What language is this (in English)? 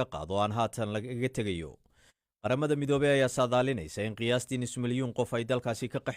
Somali